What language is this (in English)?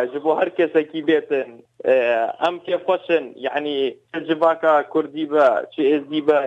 Kurdish